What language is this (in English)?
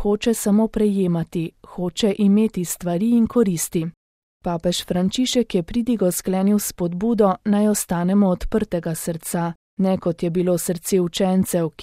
Slovenian